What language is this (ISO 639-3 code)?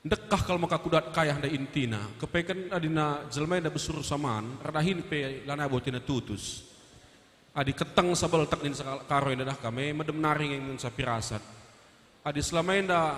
btx